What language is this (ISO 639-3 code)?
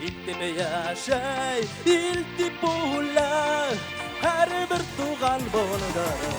bak